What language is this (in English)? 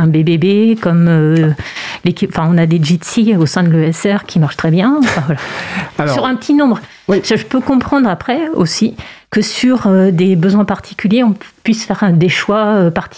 French